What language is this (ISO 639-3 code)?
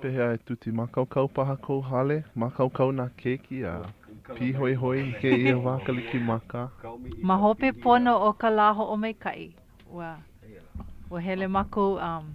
haw